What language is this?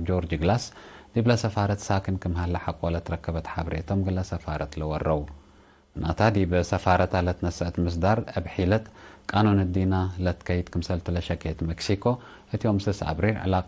Tigre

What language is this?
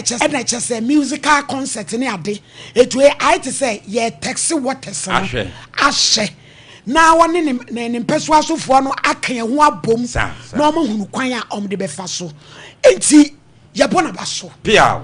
Akan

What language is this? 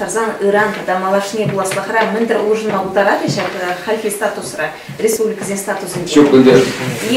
Chuvash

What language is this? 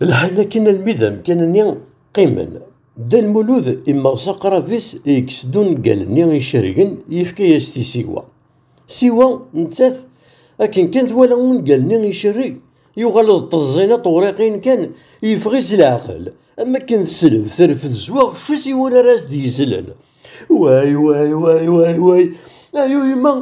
Kabyle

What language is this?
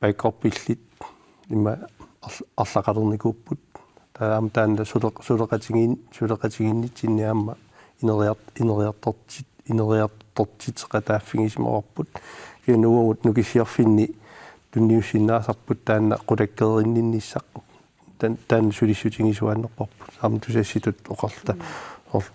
Kalaallisut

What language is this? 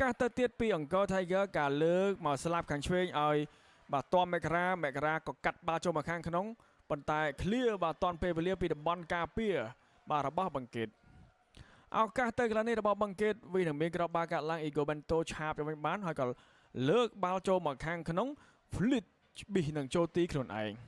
Khmer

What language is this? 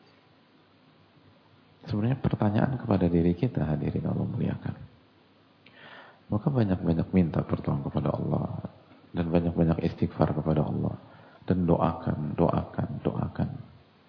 Indonesian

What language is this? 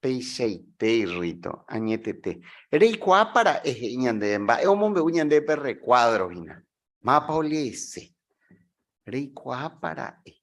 Guarani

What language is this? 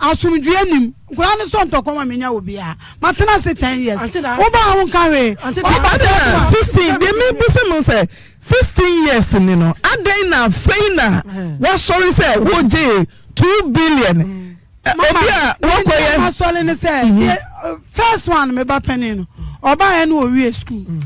Akan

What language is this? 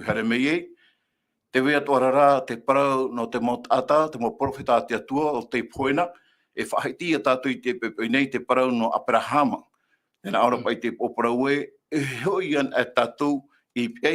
Tahitian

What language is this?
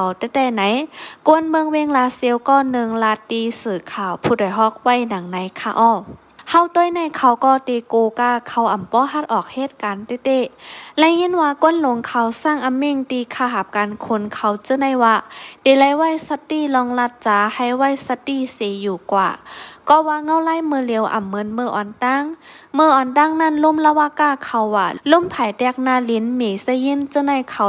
Shan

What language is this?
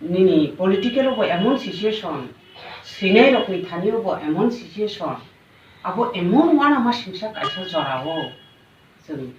Kok Borok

